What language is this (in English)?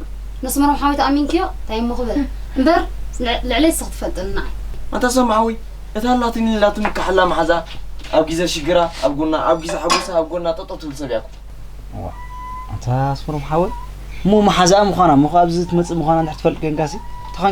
Tigrinya